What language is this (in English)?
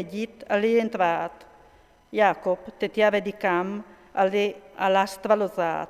Friulian